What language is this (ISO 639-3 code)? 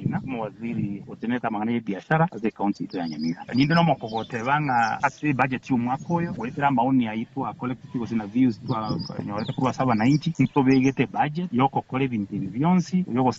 guz